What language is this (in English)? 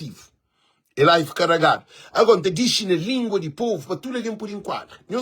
Kabuverdianu